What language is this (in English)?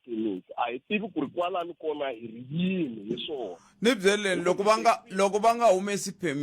Tsonga